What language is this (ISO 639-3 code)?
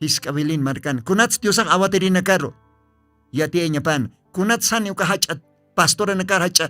aym